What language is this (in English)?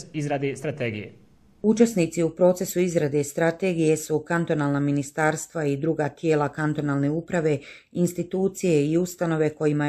Bosnian